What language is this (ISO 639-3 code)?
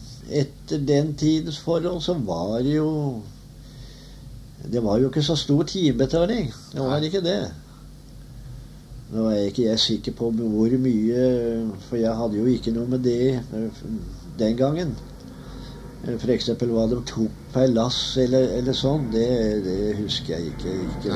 nor